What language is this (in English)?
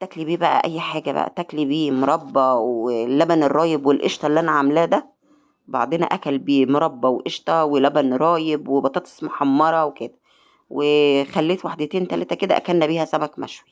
Egyptian Arabic